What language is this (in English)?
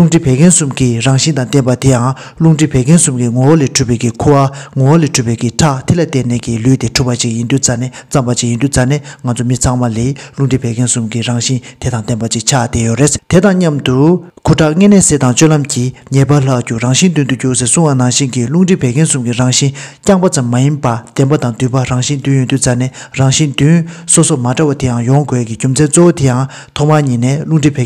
Tibetan